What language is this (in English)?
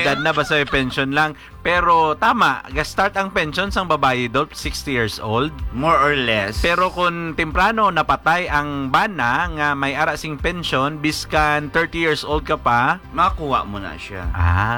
Hiligaynon